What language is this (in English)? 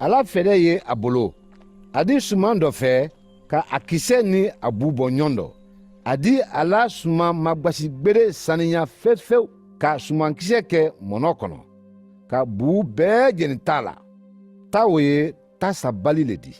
Mandingo